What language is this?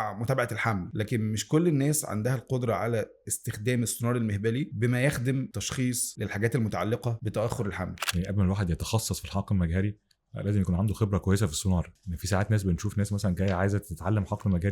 Egyptian Arabic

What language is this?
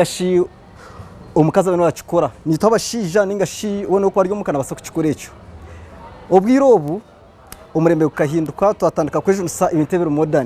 Nyankole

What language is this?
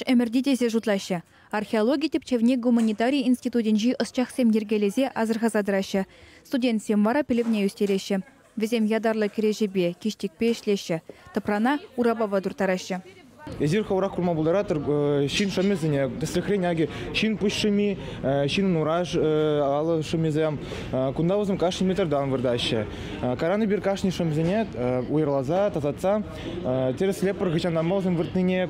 Chuvash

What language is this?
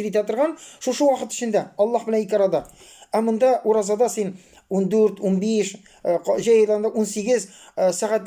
Tatar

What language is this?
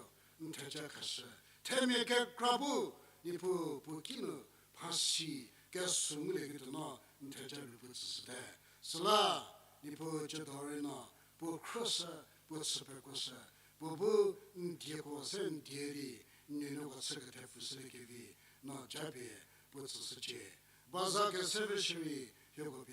Angami Naga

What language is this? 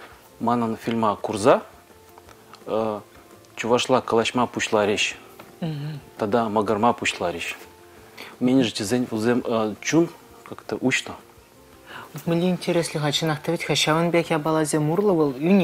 Chuvash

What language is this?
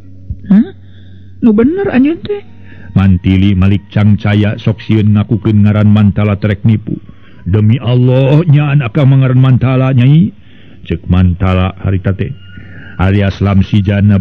Sundanese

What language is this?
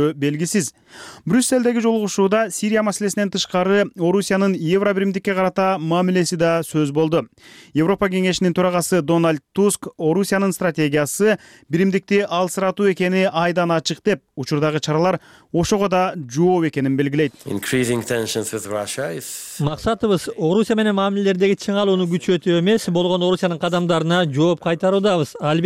Kyrgyz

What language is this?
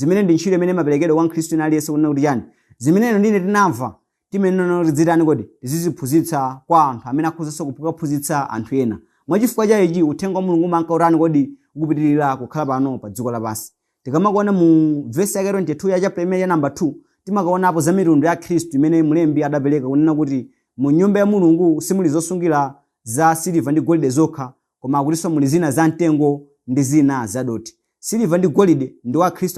Nyanja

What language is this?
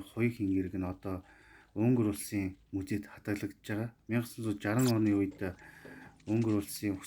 Mongolian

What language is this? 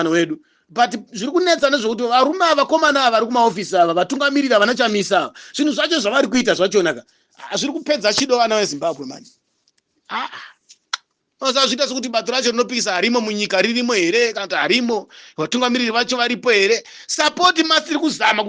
Shona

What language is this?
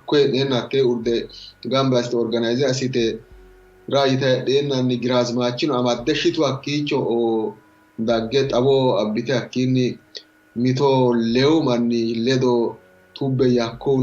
Sidamo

